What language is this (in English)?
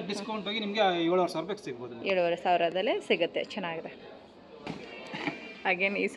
Kannada